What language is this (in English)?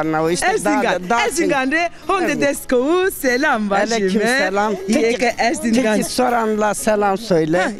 Zaza